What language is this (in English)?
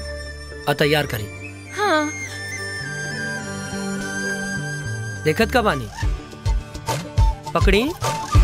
Bhojpuri